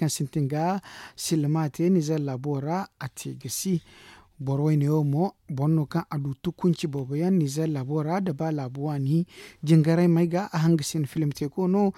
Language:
Zarma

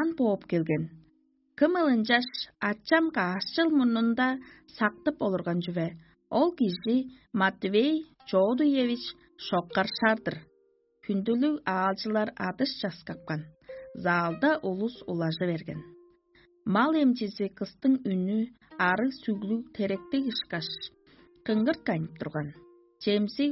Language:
Tuvinian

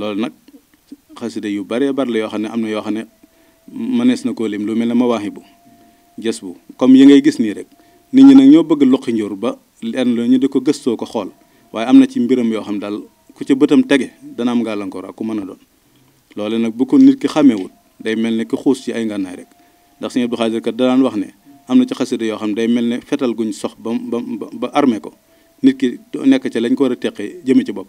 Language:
Wolof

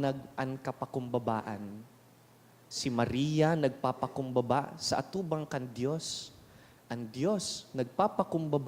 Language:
Bikol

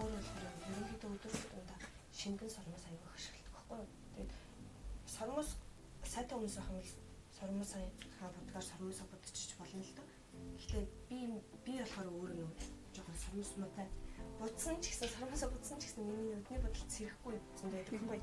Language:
Mongolian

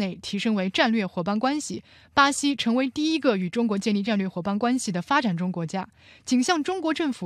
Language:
Chinese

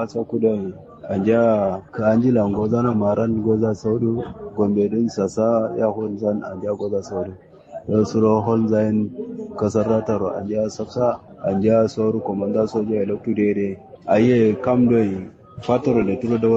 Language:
Kanuri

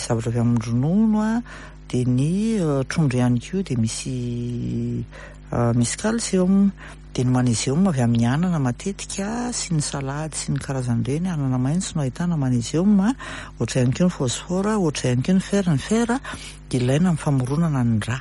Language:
Malagasy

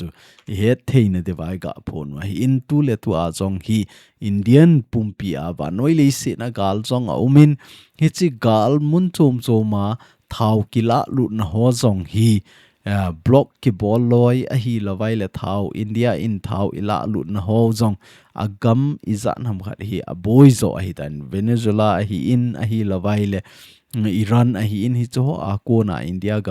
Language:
Thado Chin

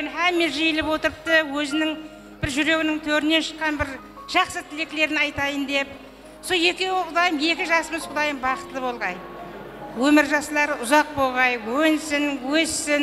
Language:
Kara-Kalpak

